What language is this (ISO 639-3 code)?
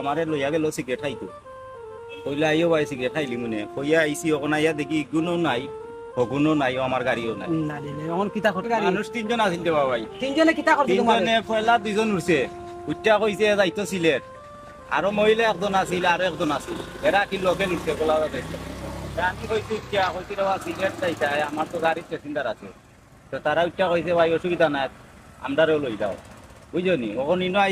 syl